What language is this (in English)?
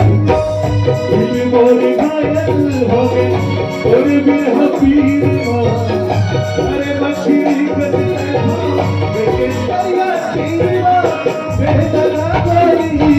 Chhattisgarhi